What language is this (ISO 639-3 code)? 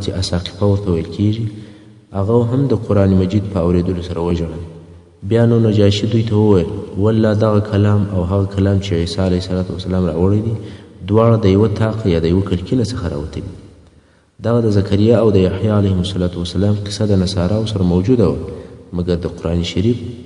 pus